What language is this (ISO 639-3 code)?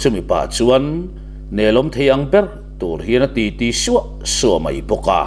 lus